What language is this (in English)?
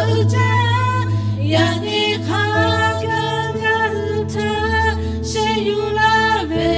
Lahu